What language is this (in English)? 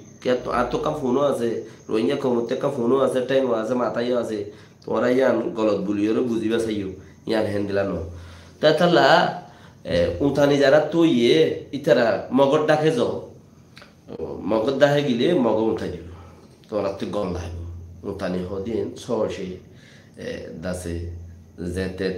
Rohingya